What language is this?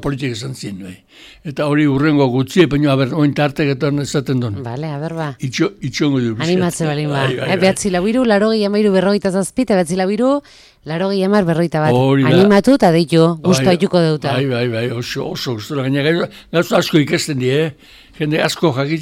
Basque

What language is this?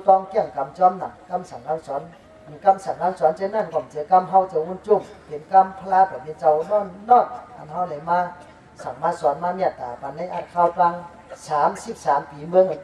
Shan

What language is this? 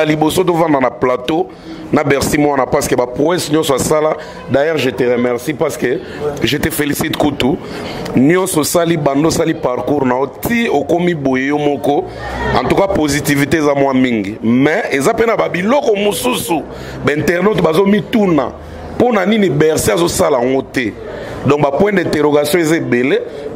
Lingala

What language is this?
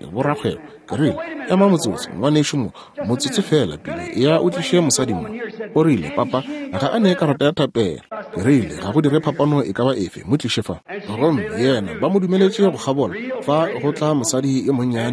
Northern Sotho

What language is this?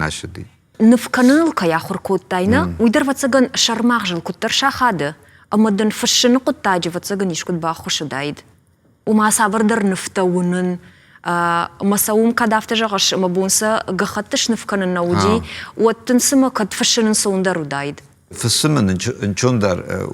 Ossetic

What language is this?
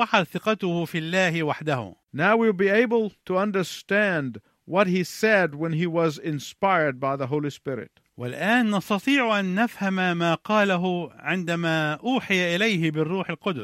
Arabic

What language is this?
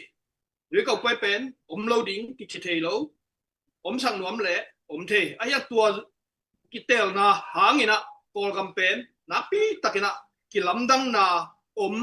Tedim Chin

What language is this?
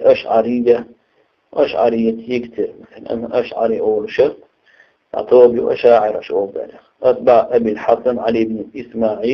Chechen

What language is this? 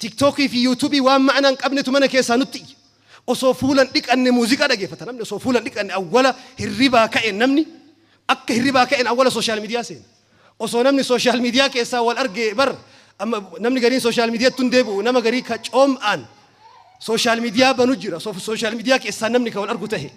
Oromo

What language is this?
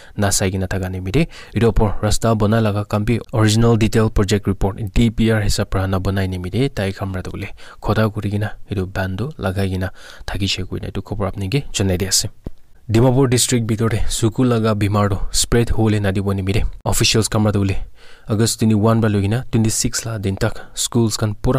Naga Pidgin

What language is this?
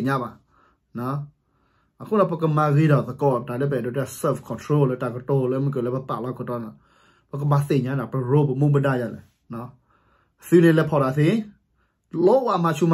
S'gaw Karen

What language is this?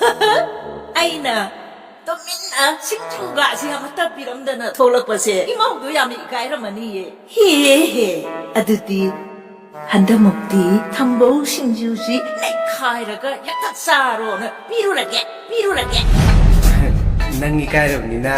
Manipuri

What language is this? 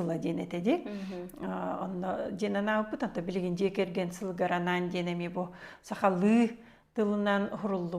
Yakut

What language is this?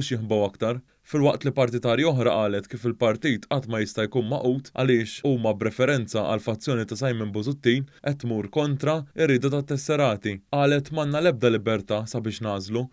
Maltese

